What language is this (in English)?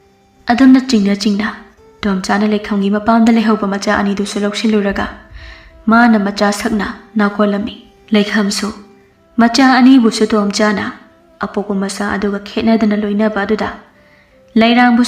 Manipuri